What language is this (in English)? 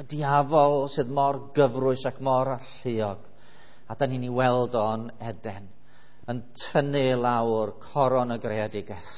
Welsh